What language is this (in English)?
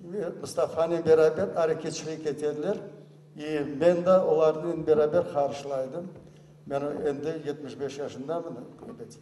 Crimean Tatar